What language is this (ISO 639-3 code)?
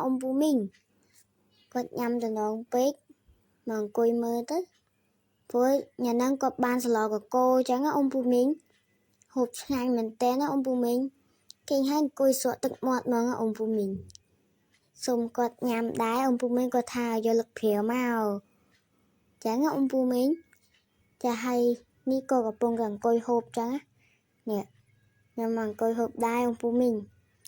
khm